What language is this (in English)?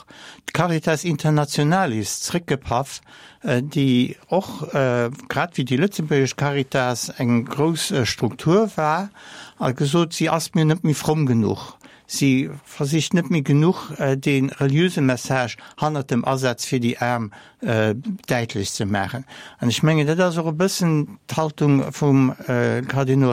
Luxembourgish